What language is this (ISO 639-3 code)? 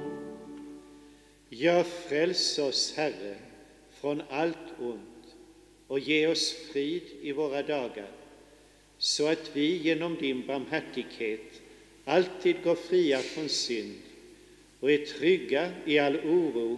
swe